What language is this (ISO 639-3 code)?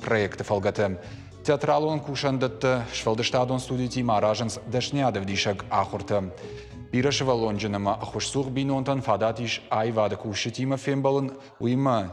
oss